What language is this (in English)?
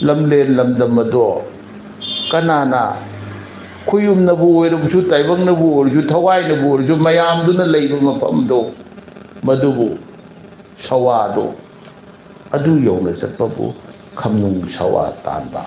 Manipuri